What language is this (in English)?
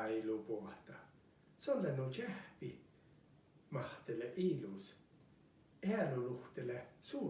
Northern Sami